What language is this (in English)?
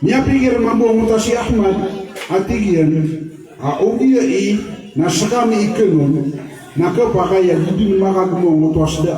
Maranao